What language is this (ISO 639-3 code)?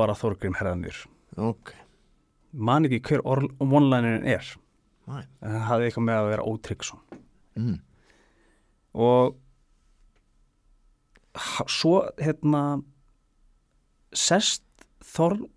isl